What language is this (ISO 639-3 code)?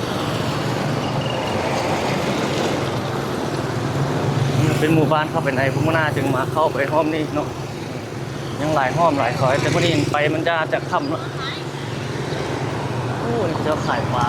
lao